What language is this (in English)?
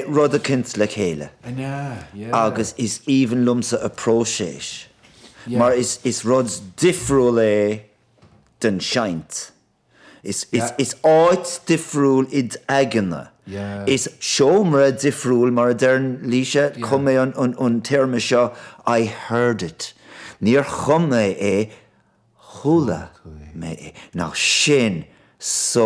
Irish